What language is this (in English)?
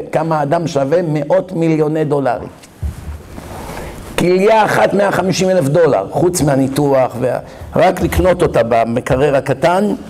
Hebrew